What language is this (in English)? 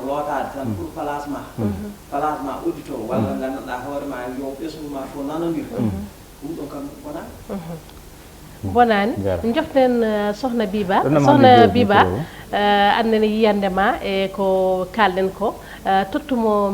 Fula